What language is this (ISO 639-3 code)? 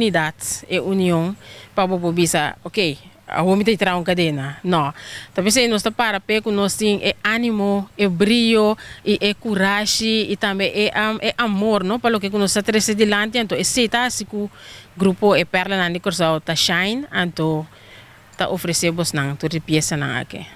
pap